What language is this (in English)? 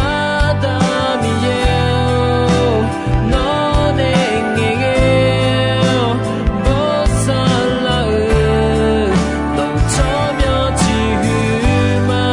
Akha